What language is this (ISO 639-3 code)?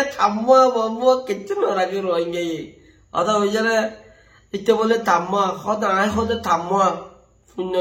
rhg